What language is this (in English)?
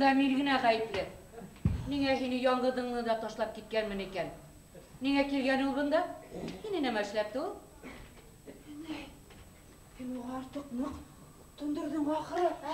Bashkir